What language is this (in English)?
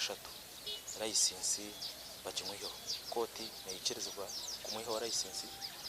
Nyankole